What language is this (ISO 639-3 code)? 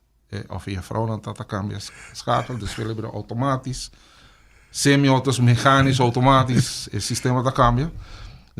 pap